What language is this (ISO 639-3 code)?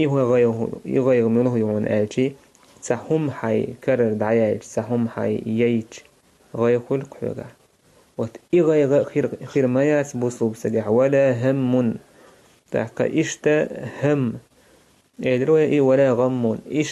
che